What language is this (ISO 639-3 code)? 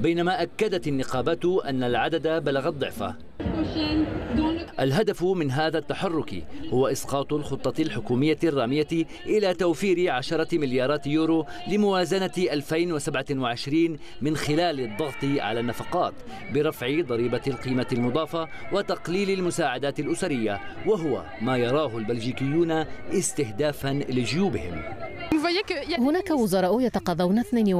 ara